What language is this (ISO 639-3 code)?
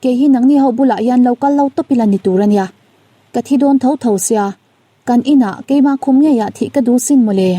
lus